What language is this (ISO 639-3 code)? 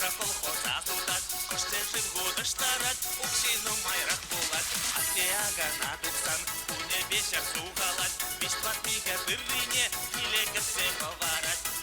chv